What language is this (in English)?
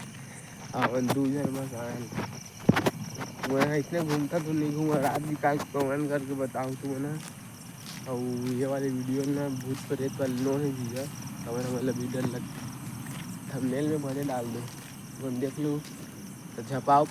Chhattisgarhi